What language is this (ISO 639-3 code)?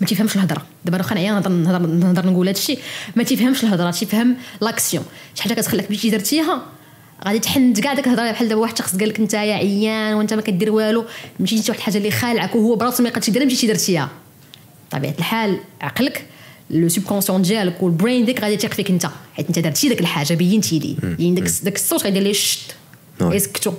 ary